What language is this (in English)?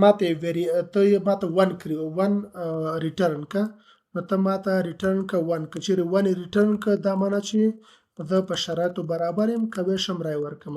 Pashto